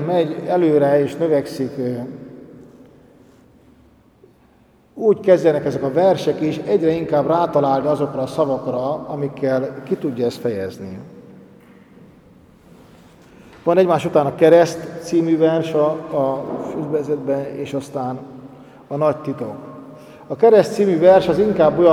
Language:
Hungarian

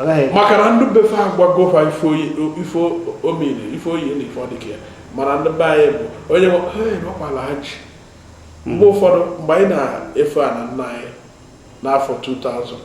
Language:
Igbo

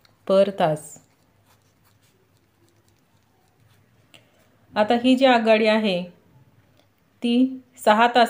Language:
Marathi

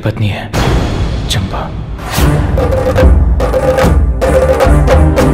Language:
Bhojpuri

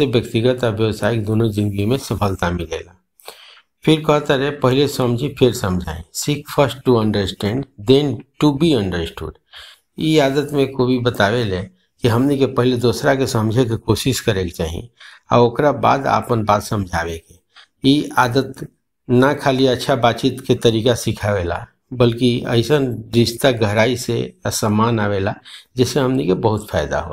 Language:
Bhojpuri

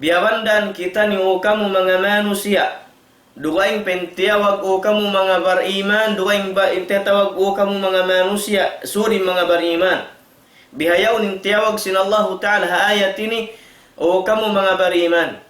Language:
Tausug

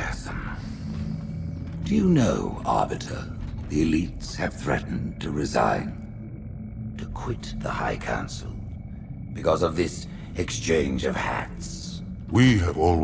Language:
English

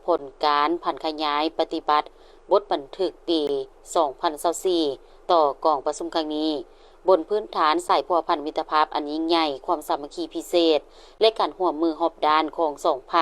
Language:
Lao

